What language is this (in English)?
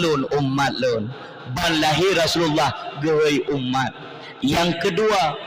Achinese